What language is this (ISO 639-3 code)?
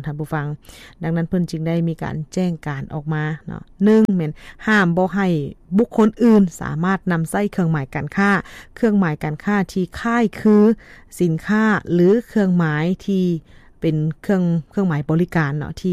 lao